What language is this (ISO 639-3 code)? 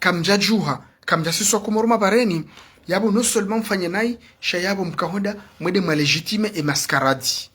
zdj